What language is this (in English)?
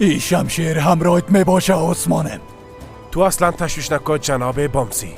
Tajik